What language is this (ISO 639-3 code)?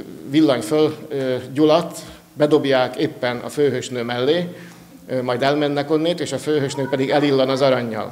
hun